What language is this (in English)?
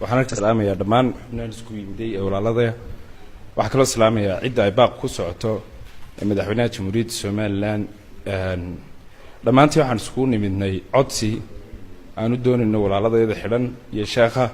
Somali